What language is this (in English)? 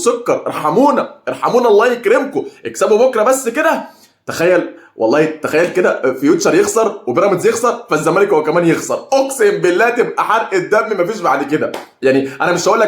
Egyptian Arabic